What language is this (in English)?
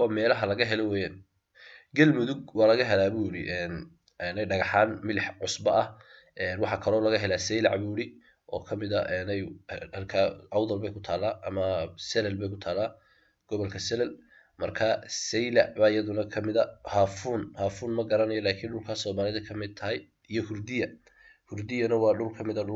Somali